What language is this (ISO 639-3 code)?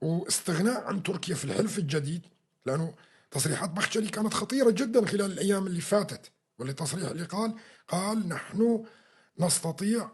apc